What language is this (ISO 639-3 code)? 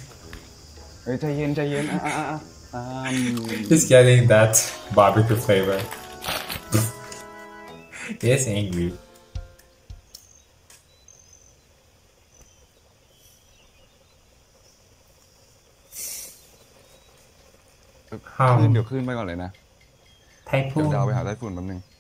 tha